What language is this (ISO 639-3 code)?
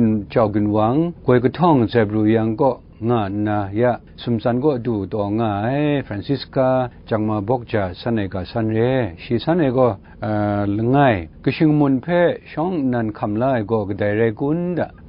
kac